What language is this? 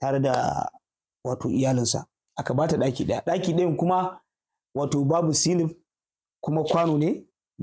Hausa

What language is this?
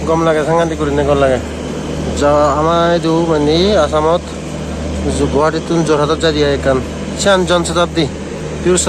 Chakma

